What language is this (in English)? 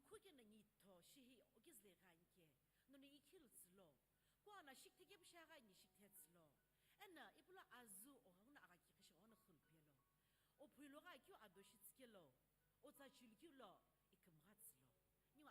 Sumi Naga